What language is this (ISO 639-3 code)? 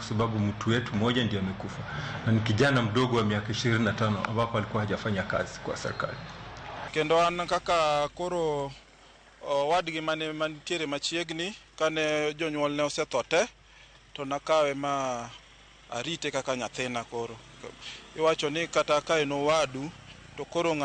luo